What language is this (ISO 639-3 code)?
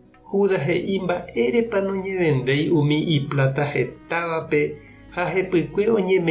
grn